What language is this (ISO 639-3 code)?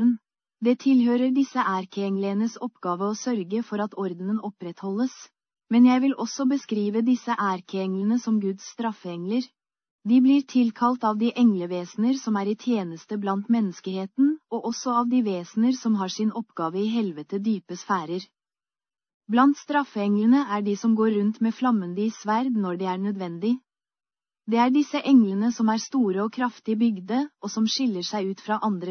nor